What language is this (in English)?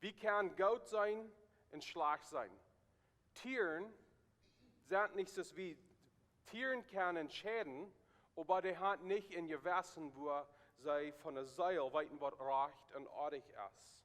Plautdietsch